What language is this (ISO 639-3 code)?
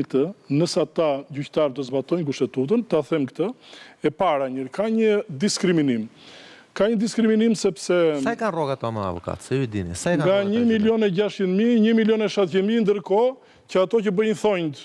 sqi